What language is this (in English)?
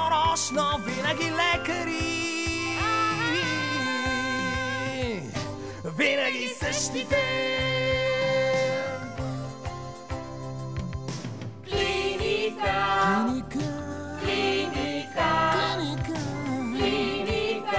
Bulgarian